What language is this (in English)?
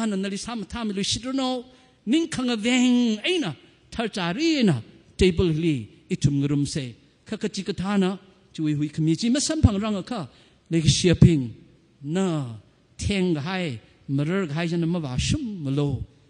Tangkhul Naga (India)